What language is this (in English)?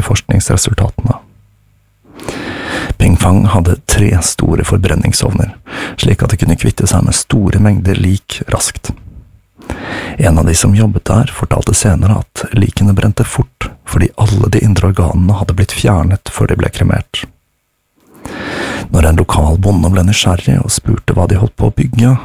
Norwegian